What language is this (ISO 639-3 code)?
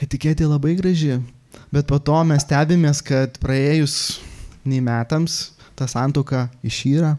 lit